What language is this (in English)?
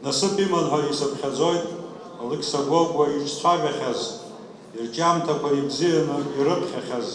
Abkhazian